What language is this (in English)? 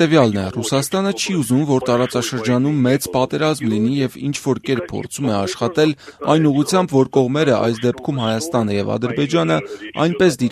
Armenian